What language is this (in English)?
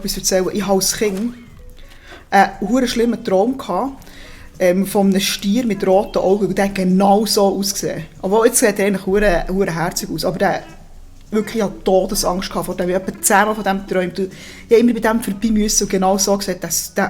Swiss German